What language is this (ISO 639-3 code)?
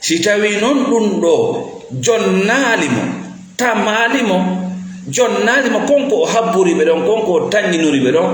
ful